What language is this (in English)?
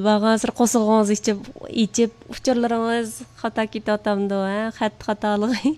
Uyghur